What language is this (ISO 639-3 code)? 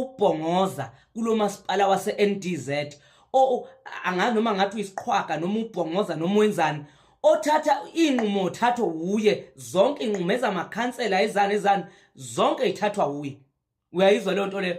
zul